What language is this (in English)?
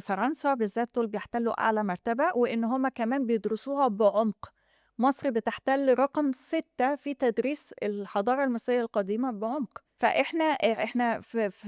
Egyptian Arabic